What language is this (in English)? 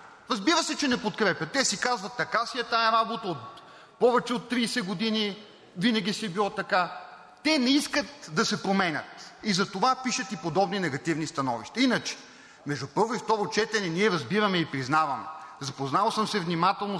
Bulgarian